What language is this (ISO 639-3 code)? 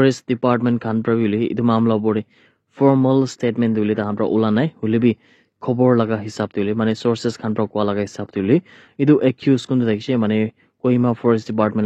nag